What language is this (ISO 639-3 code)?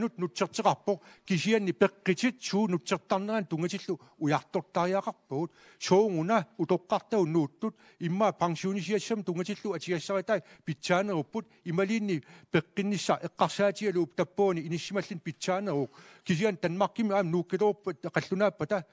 kal